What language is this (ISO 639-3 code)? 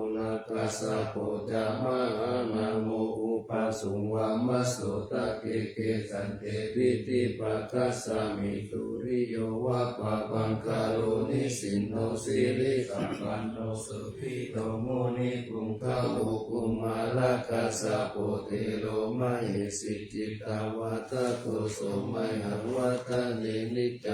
pli